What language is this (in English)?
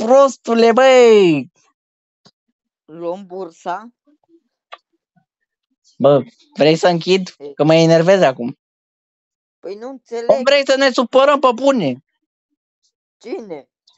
Romanian